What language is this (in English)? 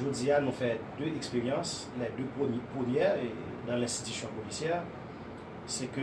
Haitian Creole